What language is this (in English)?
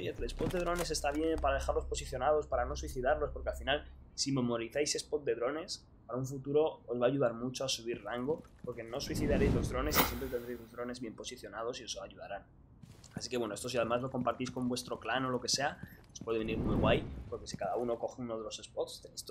Spanish